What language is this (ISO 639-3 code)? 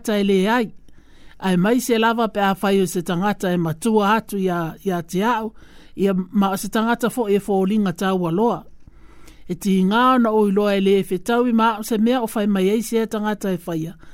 smo